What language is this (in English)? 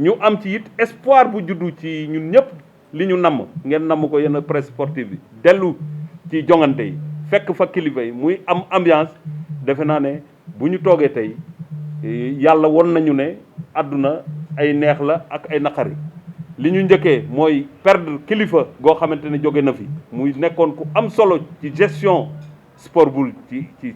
Wolof